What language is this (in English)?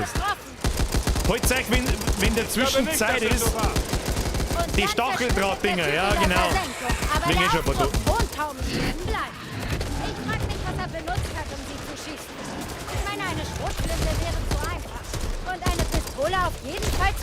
Bavarian